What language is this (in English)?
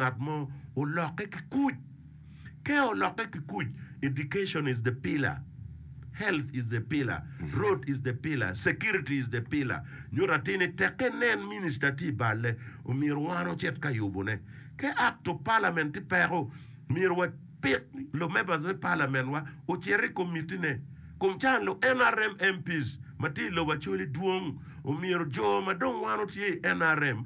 Acoli